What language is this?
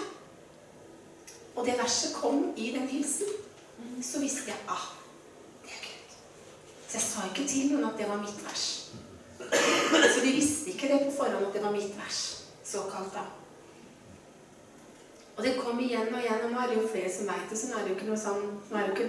Norwegian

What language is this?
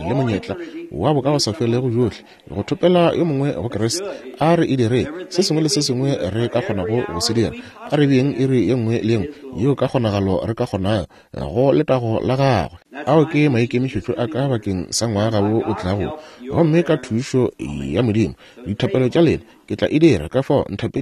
Northern Sotho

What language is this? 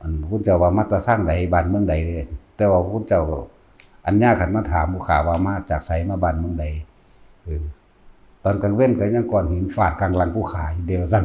Northeastern Thai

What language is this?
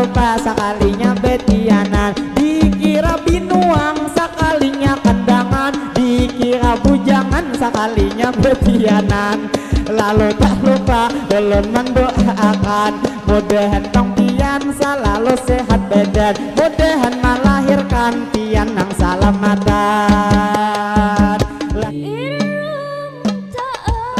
Banjar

